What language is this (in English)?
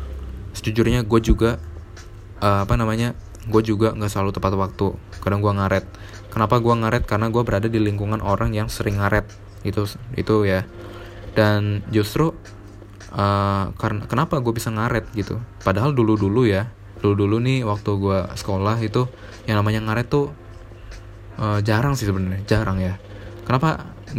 Indonesian